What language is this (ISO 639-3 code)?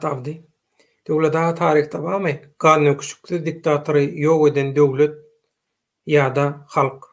tuk